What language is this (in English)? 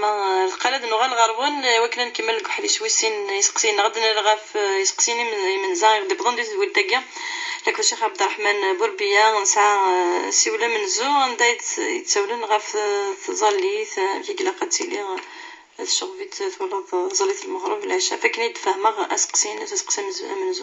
Kabyle